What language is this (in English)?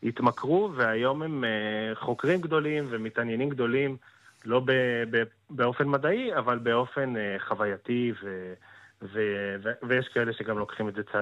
Hebrew